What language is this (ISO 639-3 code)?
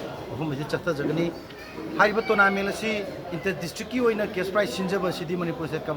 mni